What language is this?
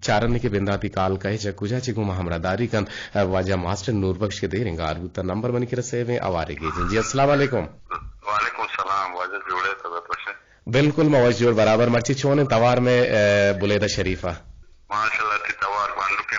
Eastern Balochi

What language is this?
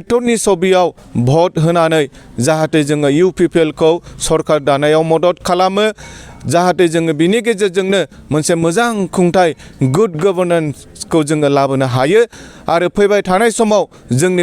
Bodo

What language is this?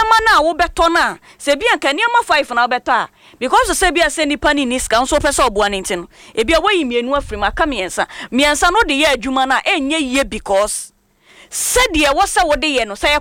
Akan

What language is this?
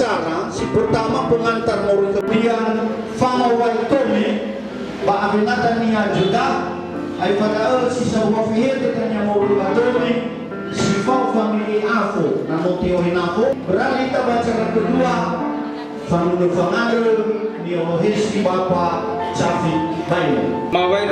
Nias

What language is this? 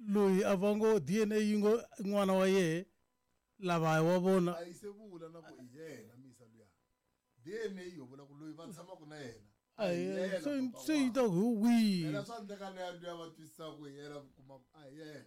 Tsonga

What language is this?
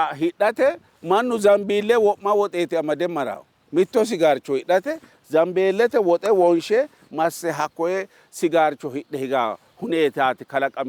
Sidamo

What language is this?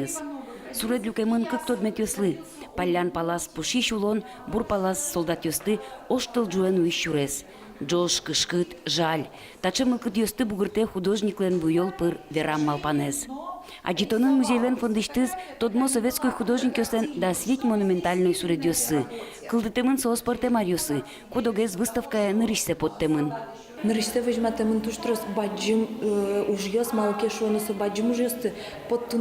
Udmurt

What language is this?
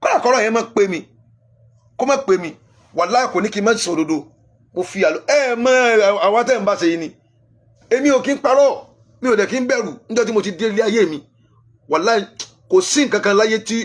Yoruba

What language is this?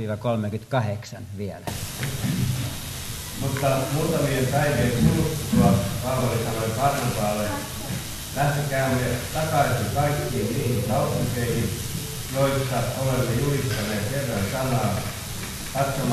Finnish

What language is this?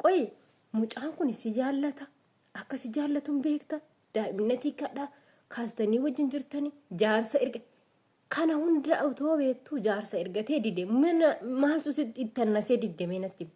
Oromo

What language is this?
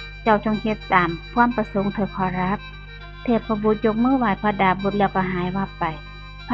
Northeastern Thai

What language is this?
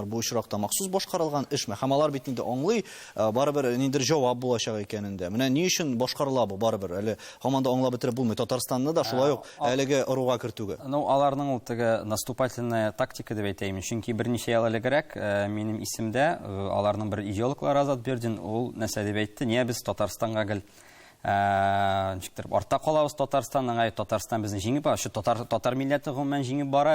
Tatar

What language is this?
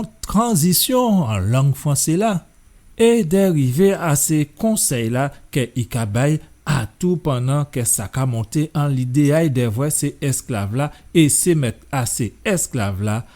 Guadeloupean Creole French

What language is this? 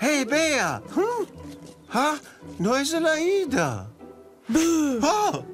Romansh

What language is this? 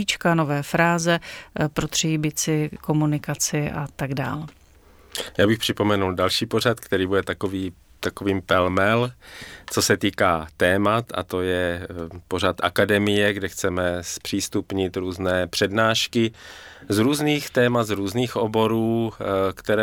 Czech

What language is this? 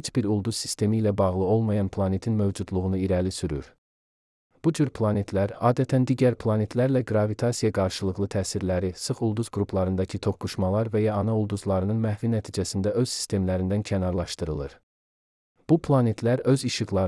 Azerbaijani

